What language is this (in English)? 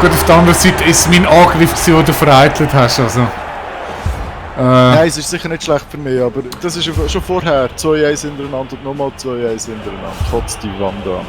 Swiss German